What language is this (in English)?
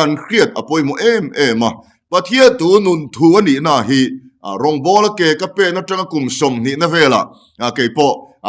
Mizo